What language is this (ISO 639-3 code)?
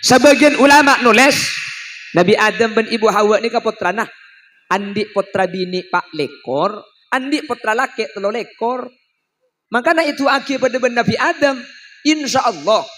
mad